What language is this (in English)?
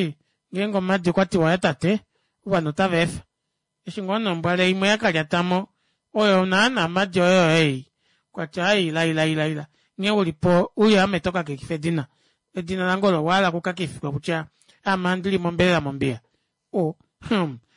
Kuanyama